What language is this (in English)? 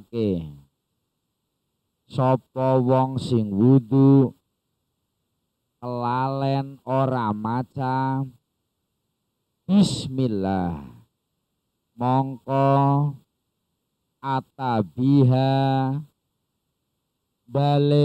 Javanese